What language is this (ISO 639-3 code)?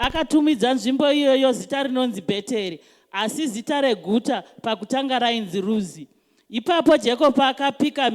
sna